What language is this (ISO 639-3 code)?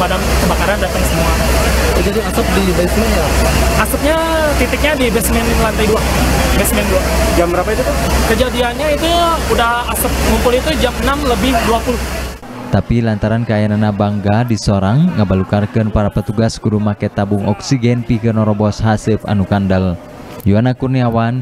sun